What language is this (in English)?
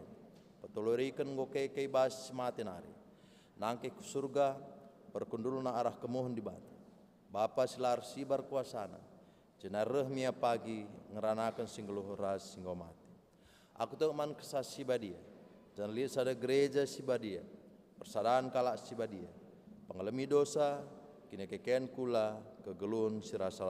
Batak Karo